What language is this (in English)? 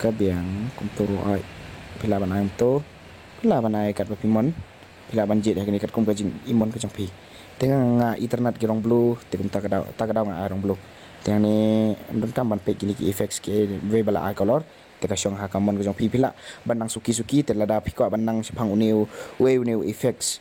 Khasi